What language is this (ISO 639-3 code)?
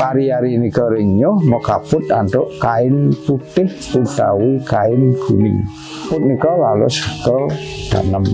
ban